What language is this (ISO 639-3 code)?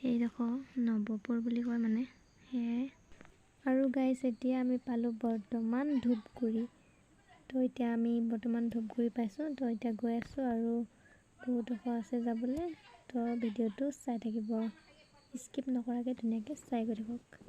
asm